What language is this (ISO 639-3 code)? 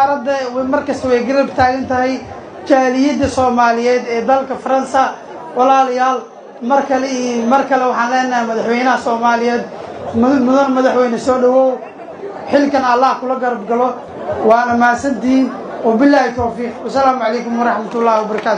som